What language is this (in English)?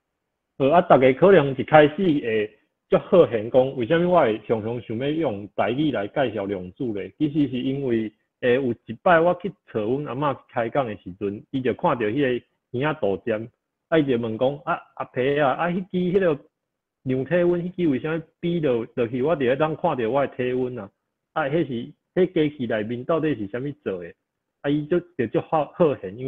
Min Nan Chinese